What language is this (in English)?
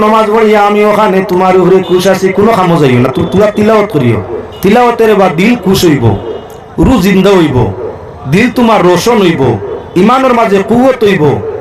Sylheti